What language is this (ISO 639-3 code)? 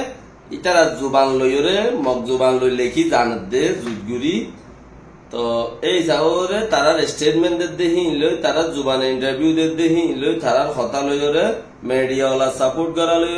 rhg